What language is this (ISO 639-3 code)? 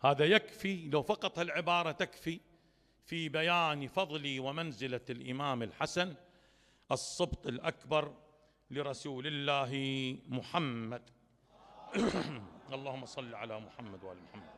acm